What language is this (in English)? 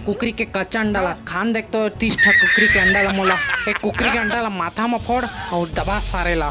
Chhattisgarhi